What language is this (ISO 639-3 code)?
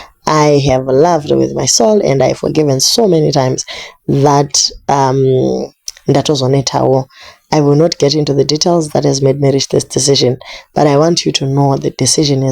sna